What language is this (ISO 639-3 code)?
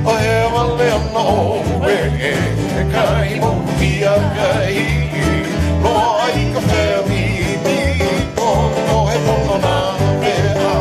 haw